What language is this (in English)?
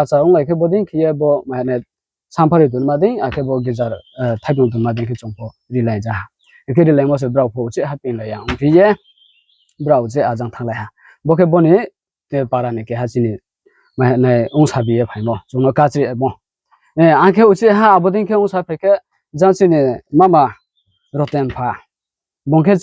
Riang (India)